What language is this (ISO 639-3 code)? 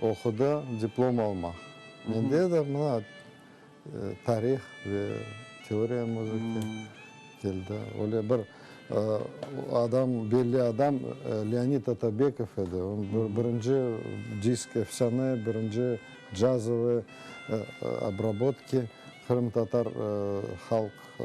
crh